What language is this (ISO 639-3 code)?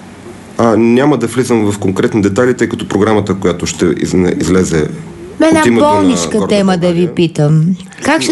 bul